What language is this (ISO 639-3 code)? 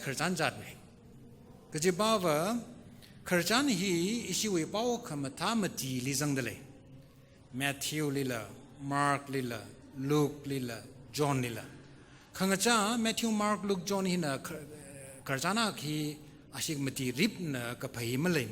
nmf